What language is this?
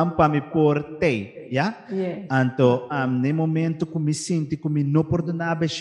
Papiamento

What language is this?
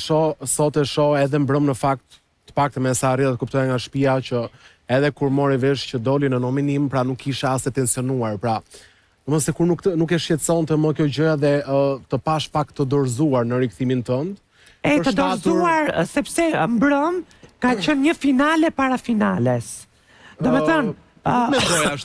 Albanian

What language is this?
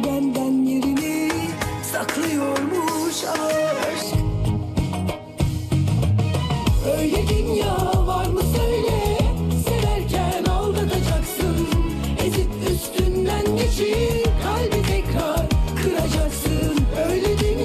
Turkish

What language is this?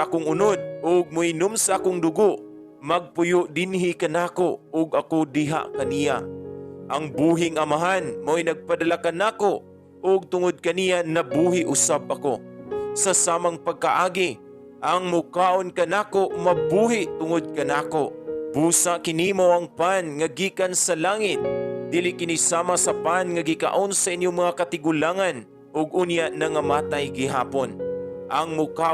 Cebuano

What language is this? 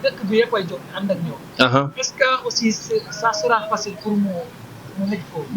Wolof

